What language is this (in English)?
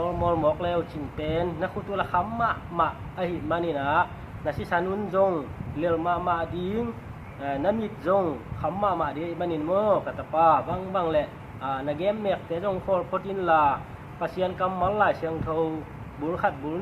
Tedim Chin